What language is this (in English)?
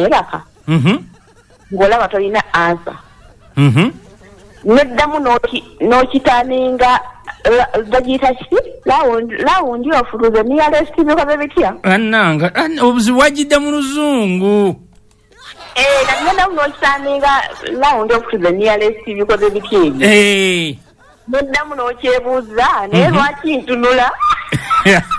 Ganda